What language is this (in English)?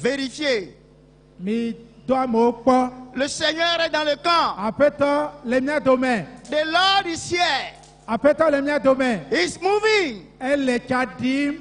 Ewe